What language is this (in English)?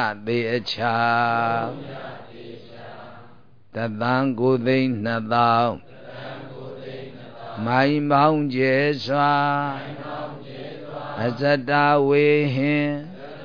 Burmese